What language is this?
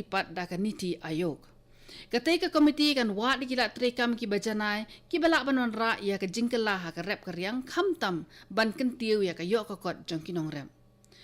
Khasi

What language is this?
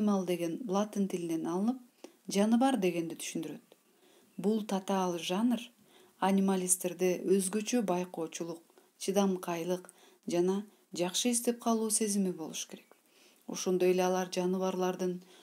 Kyrgyz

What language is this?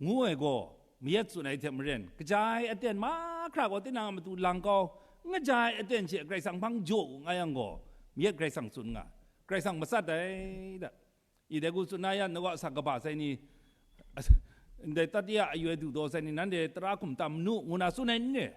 Kachin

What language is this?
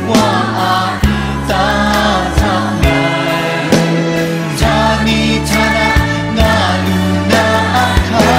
Kachin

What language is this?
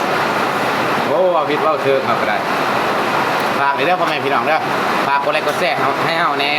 Lao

